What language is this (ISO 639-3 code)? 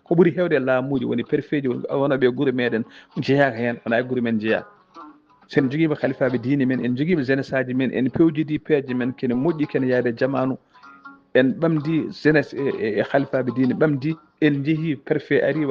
ful